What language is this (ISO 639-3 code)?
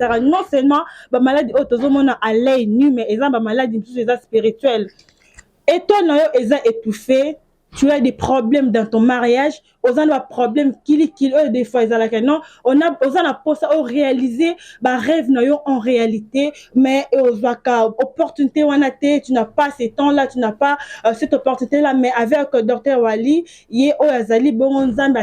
lin